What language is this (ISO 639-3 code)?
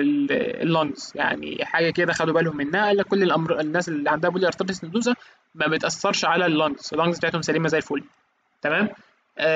arz